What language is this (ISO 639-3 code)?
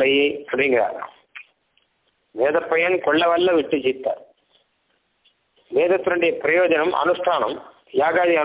tam